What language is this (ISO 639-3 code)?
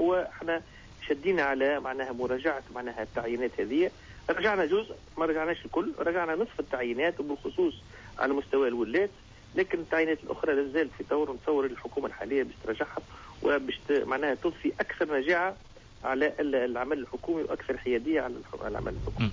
aeb